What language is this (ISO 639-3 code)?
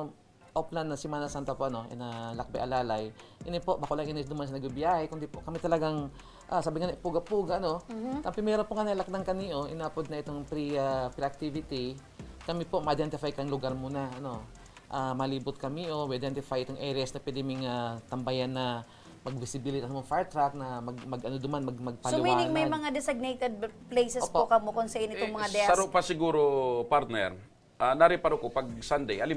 bik